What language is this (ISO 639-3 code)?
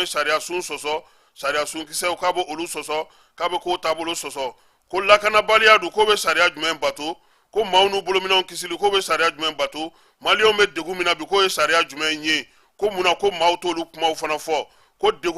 bam